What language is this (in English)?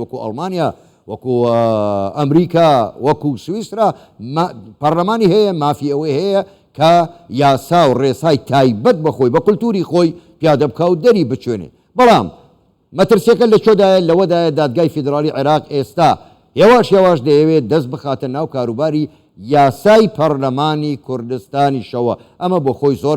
Central Kurdish